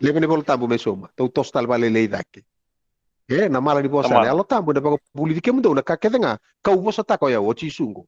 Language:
Fijian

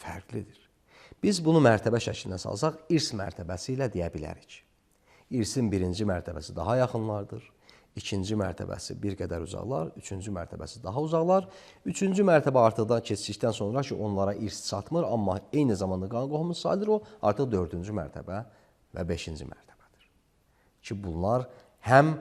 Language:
Azerbaijani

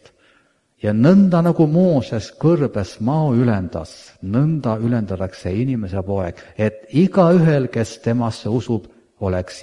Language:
Estonian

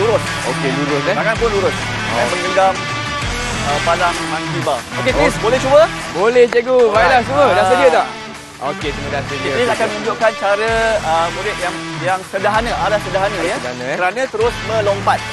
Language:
Malay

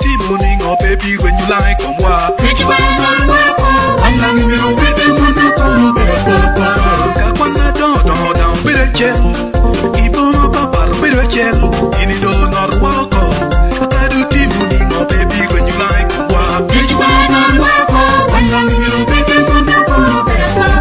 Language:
Lango (Uganda)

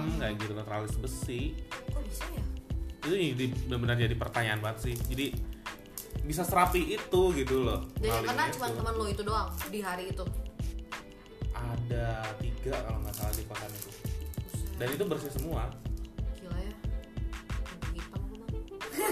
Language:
Indonesian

